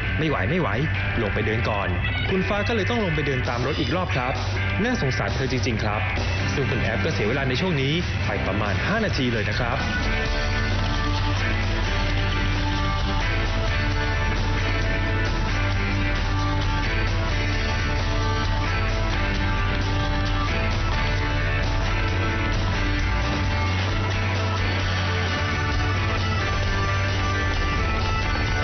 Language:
Thai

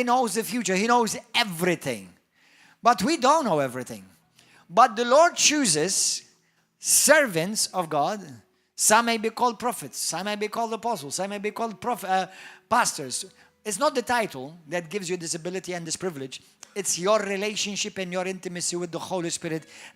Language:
English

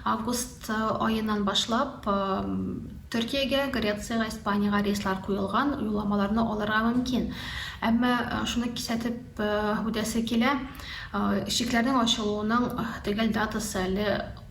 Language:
Tatar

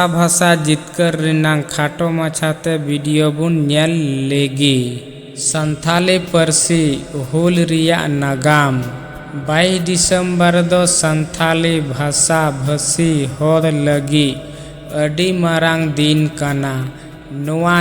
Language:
Santali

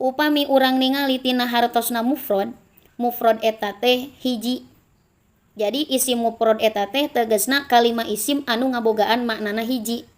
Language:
Sundanese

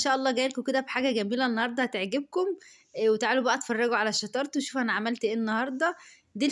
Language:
Egyptian Arabic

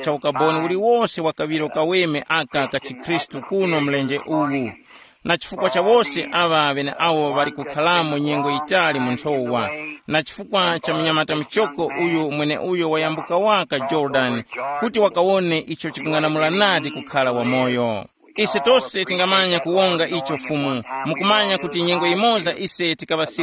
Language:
Tumbuka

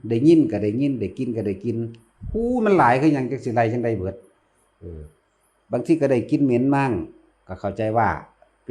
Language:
Northeastern Thai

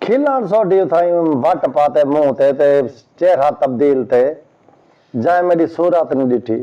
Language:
Saraiki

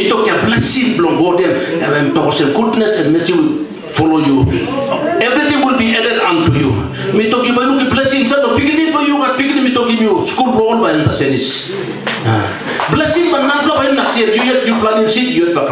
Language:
Tok Pisin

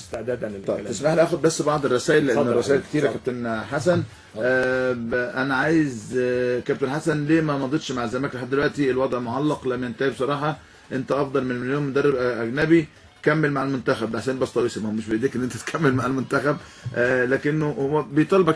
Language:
Egyptian Arabic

